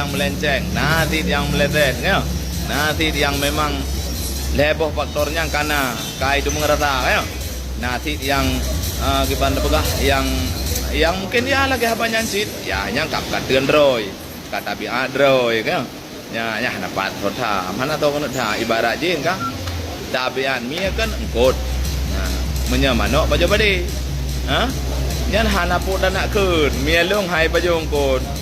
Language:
Achinese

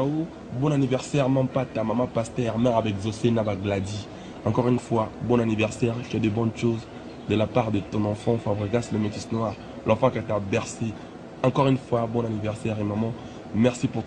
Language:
Lingala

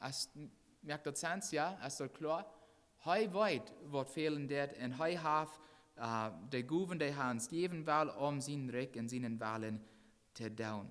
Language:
Plautdietsch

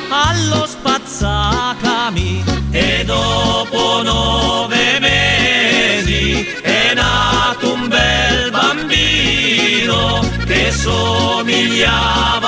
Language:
Italian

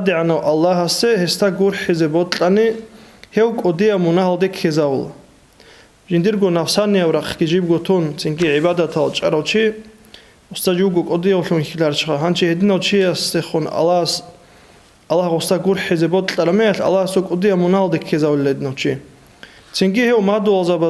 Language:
Avaric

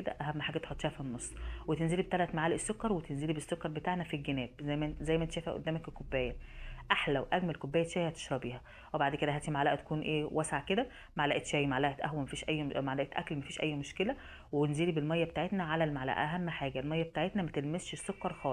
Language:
Egyptian Arabic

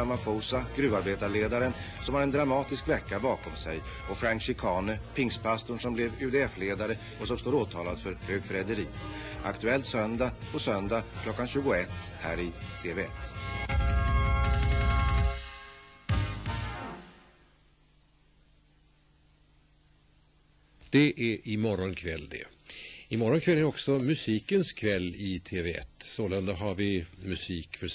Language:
Swedish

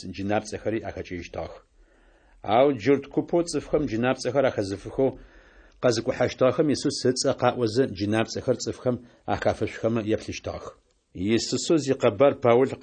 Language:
Adyghe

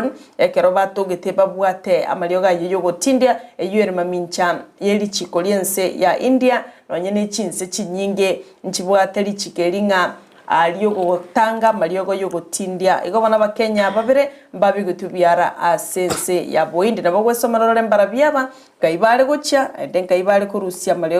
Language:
Gusii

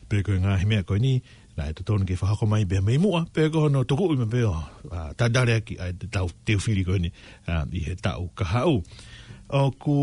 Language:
Tongan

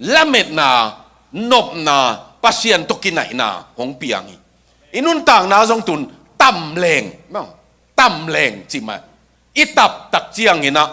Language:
Tedim Chin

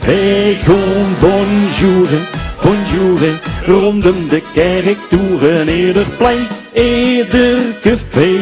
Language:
Limburgish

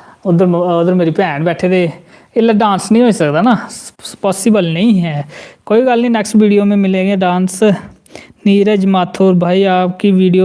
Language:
Dogri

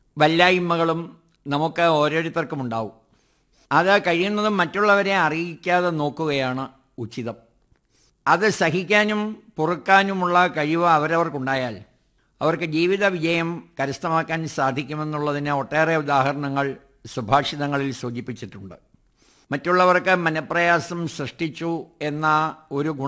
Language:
Malayalam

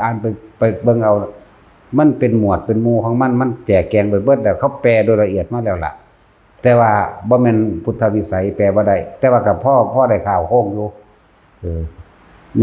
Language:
Northeastern Thai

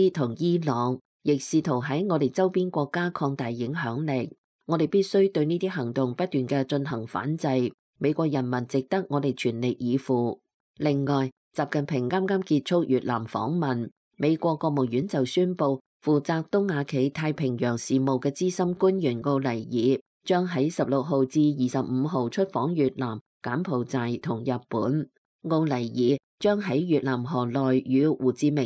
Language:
Cantonese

